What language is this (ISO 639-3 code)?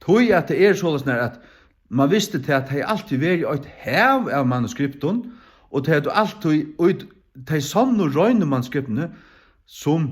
fao